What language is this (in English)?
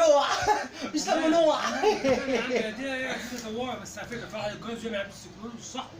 Egyptian Arabic